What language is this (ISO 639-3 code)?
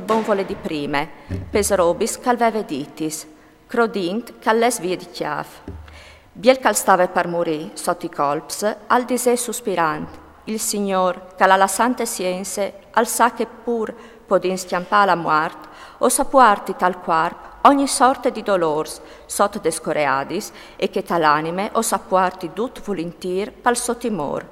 fur